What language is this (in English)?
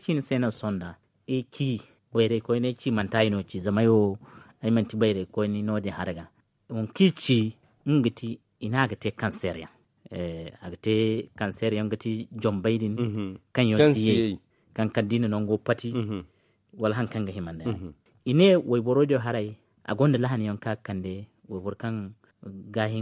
Zarma